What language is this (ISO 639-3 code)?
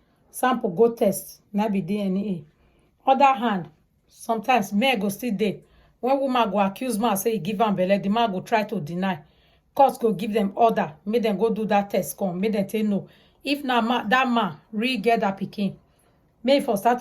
pcm